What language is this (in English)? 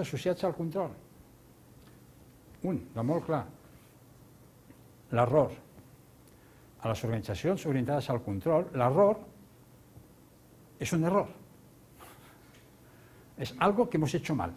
Catalan